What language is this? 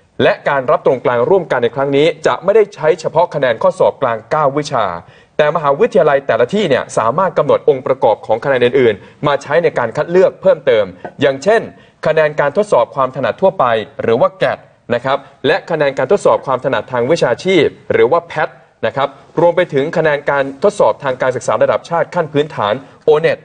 Thai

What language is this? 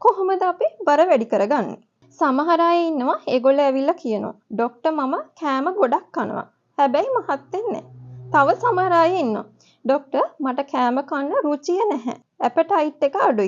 Sinhala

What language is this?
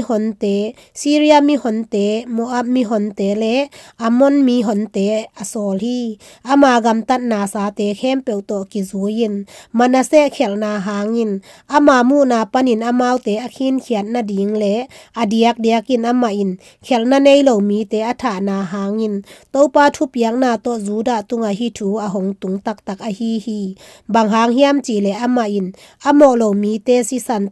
Tedim Chin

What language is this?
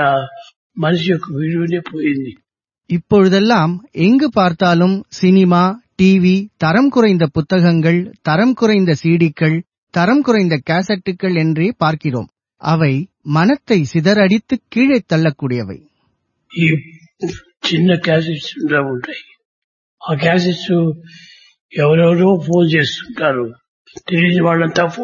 Tamil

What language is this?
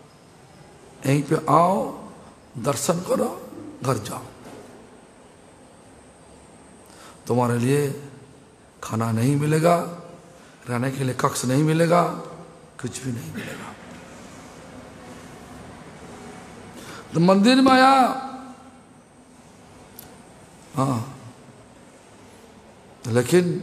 Hindi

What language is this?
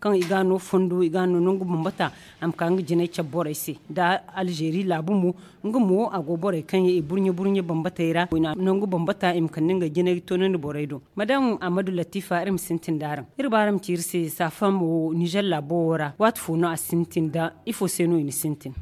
Zarma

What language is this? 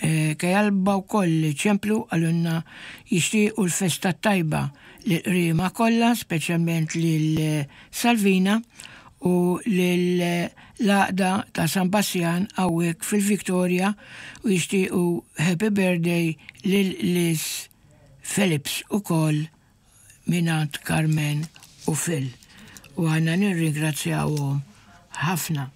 Maltese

